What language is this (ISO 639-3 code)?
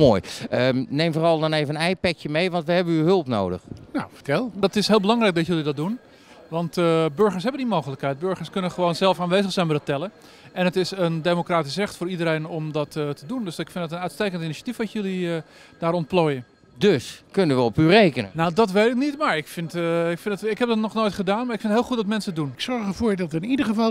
nld